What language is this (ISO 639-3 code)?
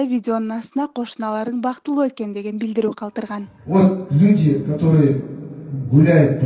kir